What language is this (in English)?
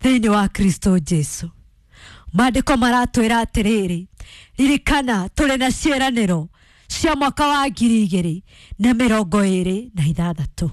Kikuyu